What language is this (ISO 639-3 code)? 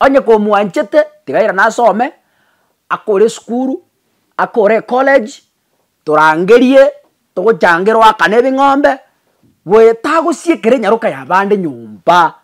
guz